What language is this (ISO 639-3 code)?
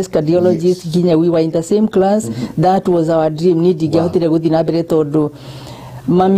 kik